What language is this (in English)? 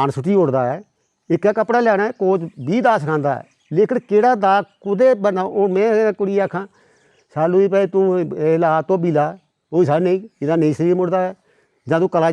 Dogri